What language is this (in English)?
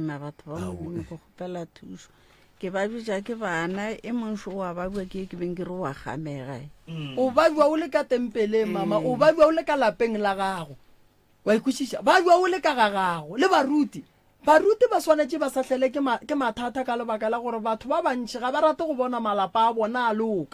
Northern Sotho